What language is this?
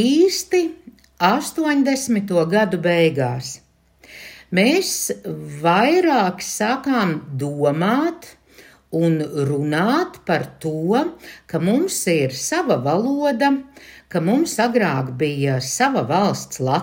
Latvian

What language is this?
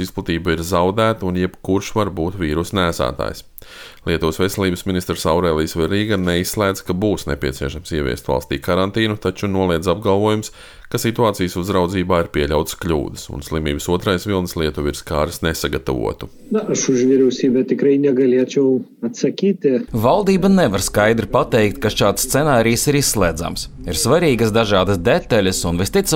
Latvian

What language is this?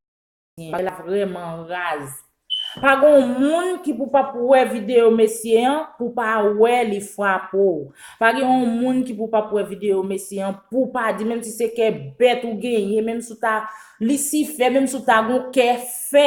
Haitian Creole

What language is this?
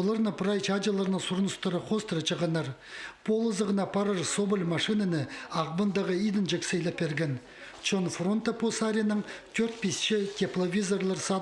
Khakas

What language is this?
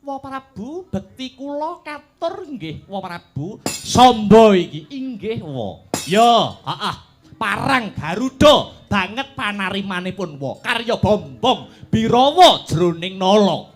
Javanese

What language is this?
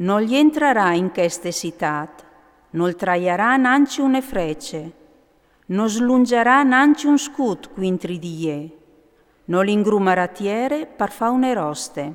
Friulian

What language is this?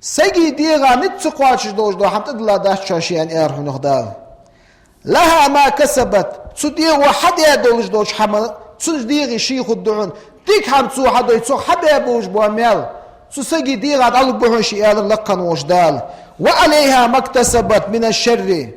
Ingush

